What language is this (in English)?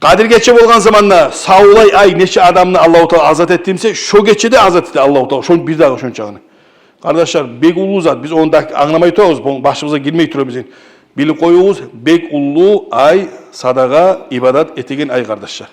Kumyk